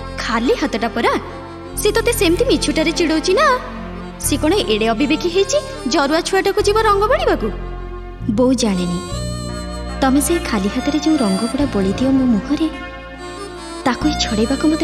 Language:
Odia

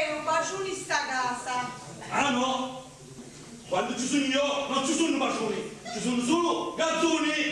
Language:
Sicilian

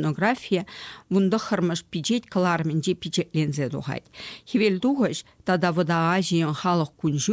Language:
Chuvash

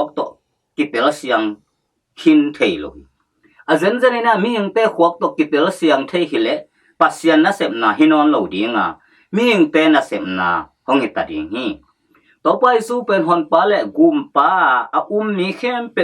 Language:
Tedim Chin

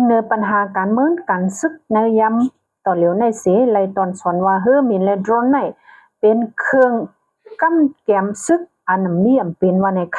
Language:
Shan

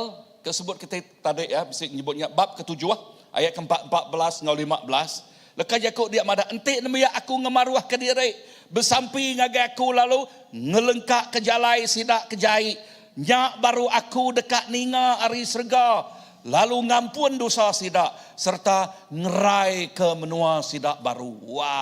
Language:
Iban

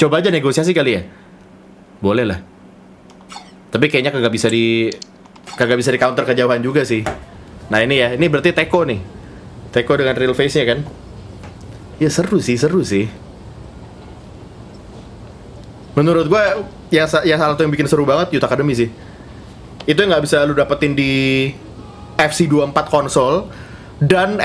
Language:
Indonesian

